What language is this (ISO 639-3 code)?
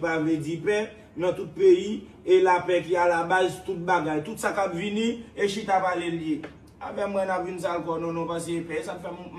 hat